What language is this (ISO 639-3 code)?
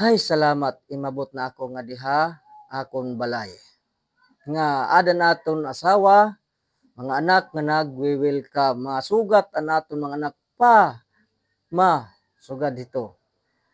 war